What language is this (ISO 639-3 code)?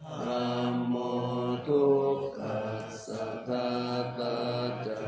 pli